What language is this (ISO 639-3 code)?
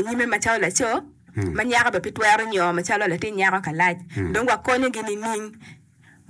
ach